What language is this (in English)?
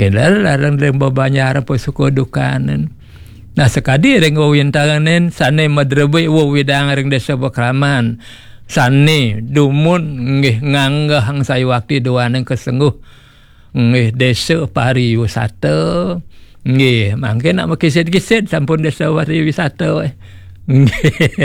Balinese